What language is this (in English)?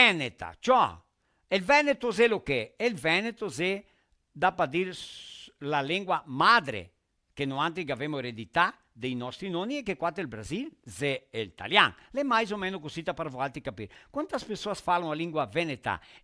Venetian